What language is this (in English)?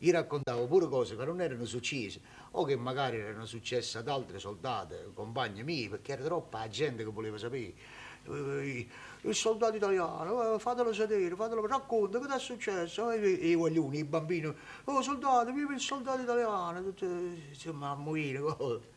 Neapolitan